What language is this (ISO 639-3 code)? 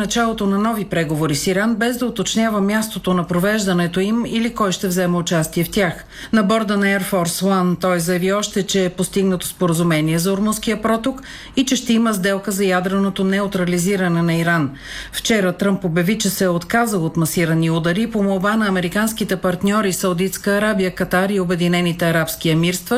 bul